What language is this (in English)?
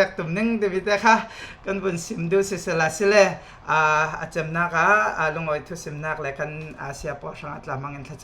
Falam Chin